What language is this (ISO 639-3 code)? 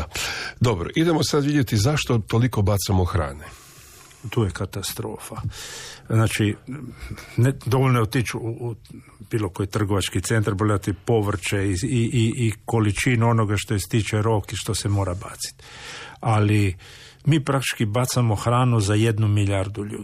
hrv